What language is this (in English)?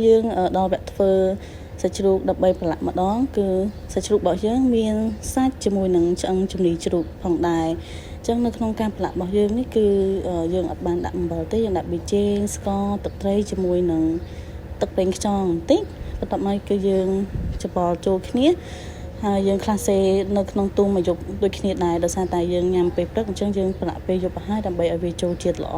Khmer